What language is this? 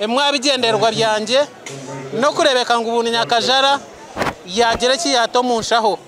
Nyankole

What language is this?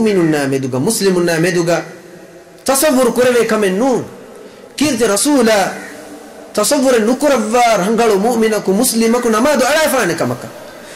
Divehi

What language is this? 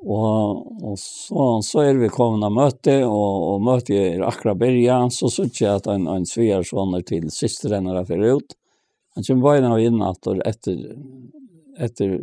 Faroese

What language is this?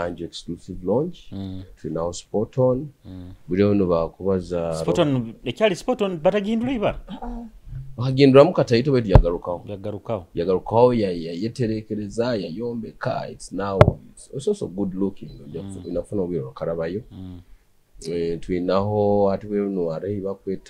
Tooro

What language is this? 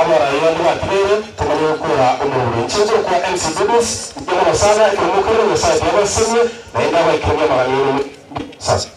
Gusii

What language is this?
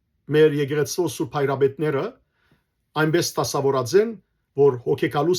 Western Armenian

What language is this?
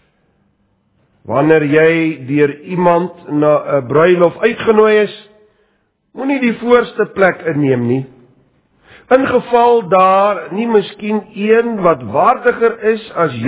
Afrikaans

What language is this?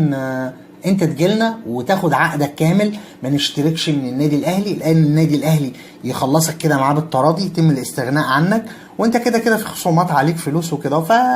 Egyptian Arabic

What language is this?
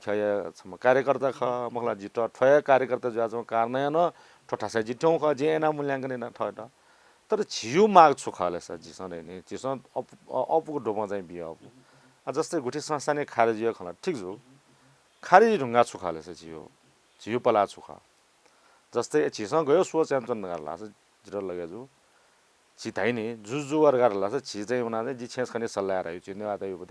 Newari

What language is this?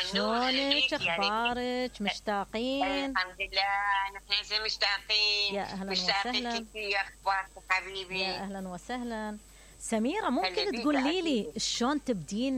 Mesopotamian Arabic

